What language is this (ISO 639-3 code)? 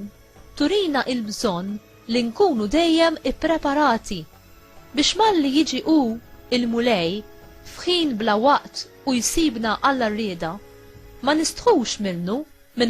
mlt